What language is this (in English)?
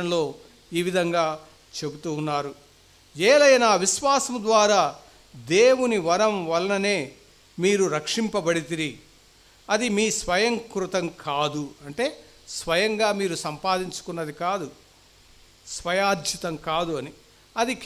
Telugu